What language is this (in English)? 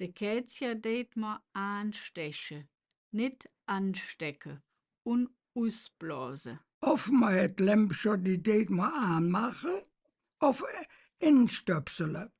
Colognian